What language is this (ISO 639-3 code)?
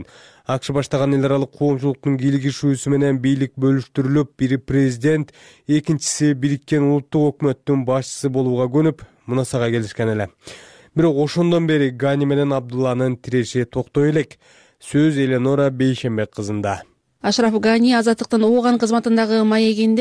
kir